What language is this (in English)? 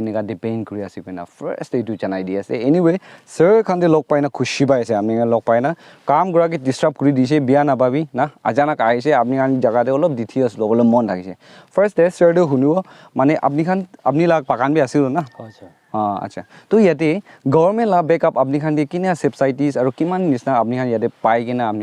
Naga Pidgin